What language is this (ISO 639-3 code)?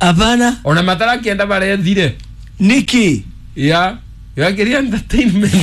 kik